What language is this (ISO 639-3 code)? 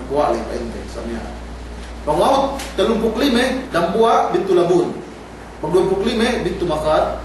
yka